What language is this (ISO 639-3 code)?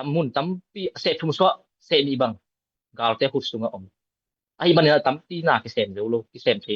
ctd